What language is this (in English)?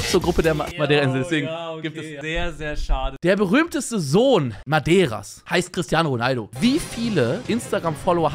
Swiss German